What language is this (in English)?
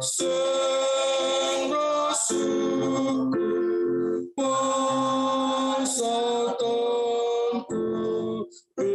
Batak Simalungun